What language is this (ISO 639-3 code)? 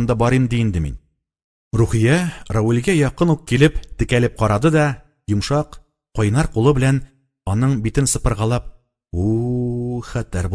tat